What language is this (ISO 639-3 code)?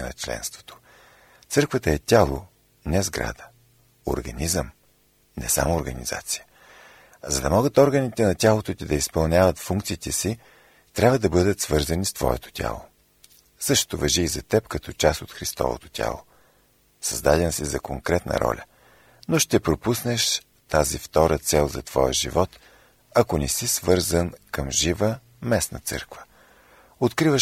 bul